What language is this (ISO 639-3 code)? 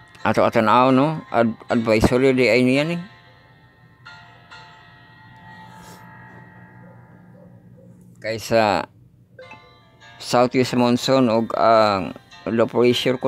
ceb